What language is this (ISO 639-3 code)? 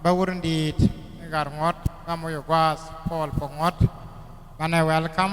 nus